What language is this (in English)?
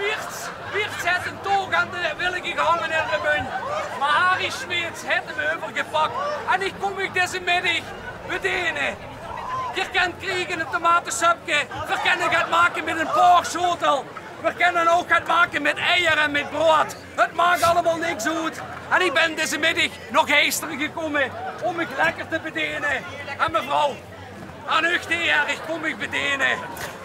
Limburgish